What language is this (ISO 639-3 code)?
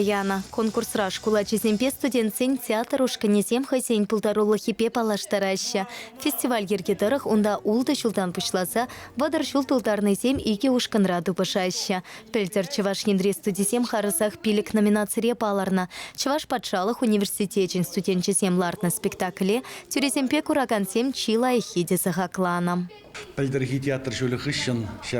chv